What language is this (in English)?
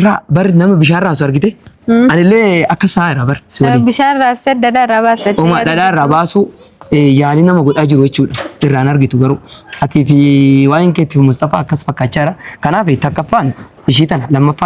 Oromo